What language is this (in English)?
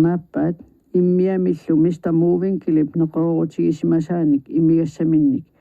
Kalaallisut